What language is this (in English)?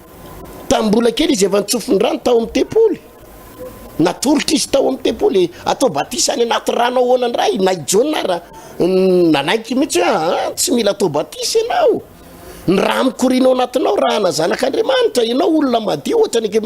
Malagasy